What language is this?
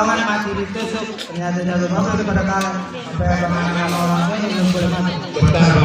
Betawi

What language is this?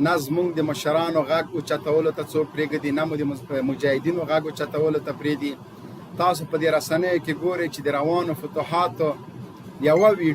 Pashto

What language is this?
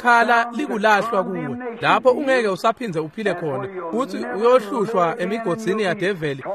Swati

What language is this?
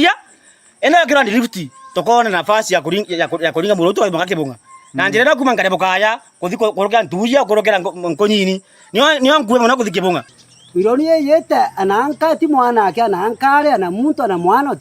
Meru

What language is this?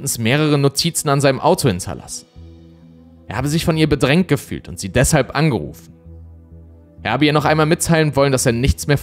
German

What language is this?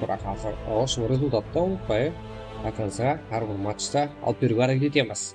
Kara-Kalpak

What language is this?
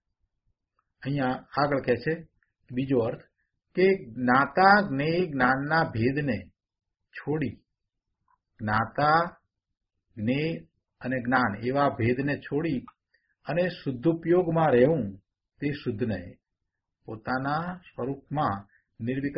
Gujarati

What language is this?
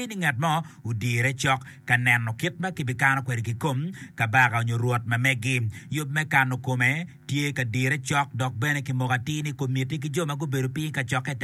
Acoli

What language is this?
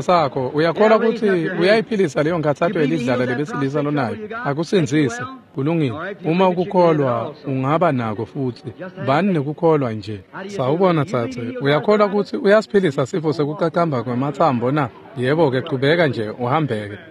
Swati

